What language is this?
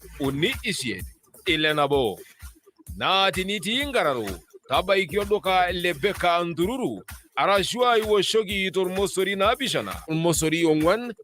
Masai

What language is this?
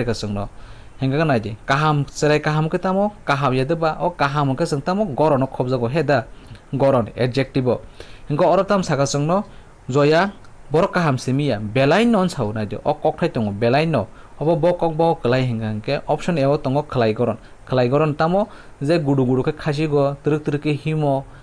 Kok Borok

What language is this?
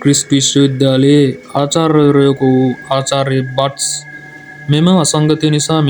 Sinhala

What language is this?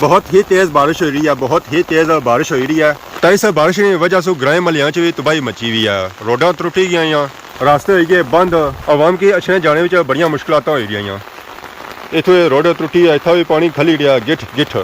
Pahari-Potwari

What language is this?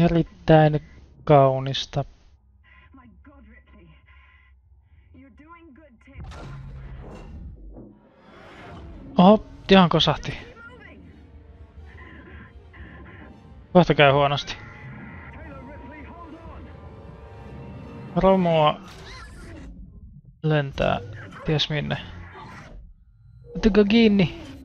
Finnish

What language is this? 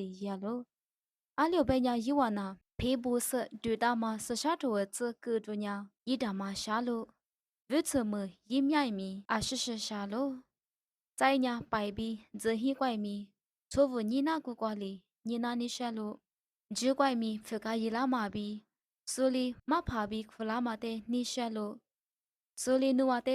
Lisu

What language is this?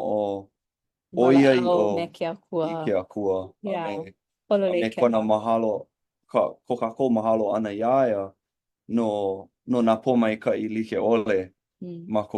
Hawaiian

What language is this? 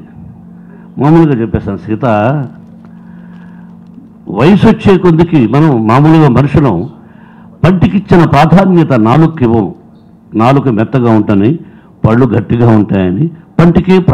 Telugu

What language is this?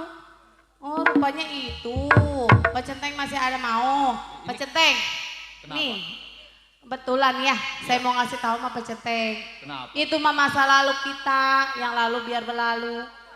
Betawi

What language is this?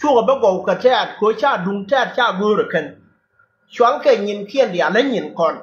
Nuer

